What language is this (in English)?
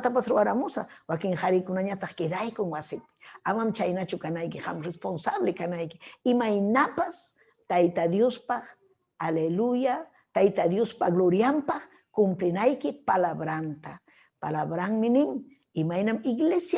Ayacucho Quechua